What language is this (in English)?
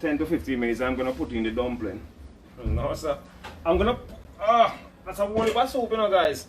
Jamaican Creole English